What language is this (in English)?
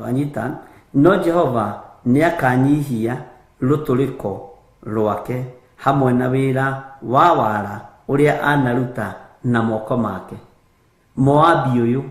Kikuyu